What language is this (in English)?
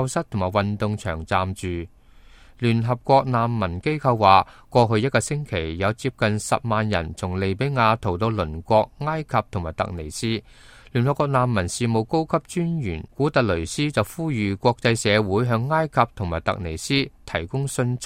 Cantonese